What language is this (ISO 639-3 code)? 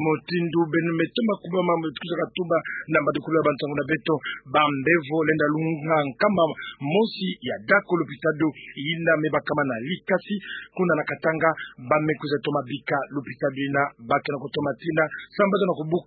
ktu